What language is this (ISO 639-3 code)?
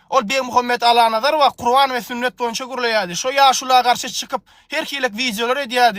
tuk